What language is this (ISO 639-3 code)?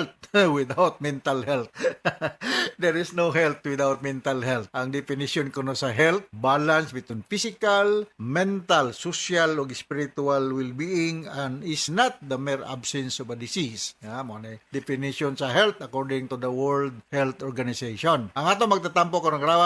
ceb